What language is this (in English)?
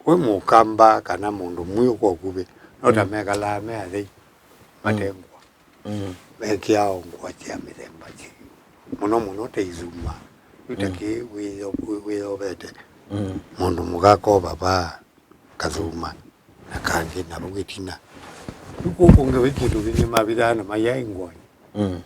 Kamba